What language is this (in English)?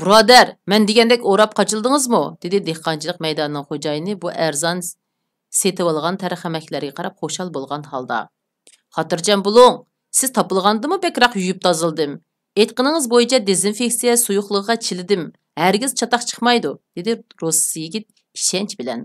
Uyghur